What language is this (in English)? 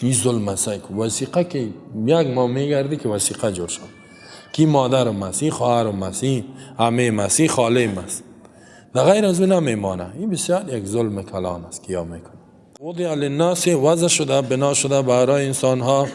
Persian